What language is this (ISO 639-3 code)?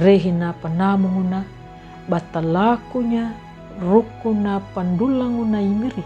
xbr